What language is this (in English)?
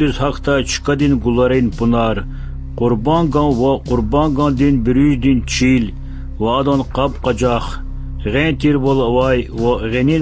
Lezghian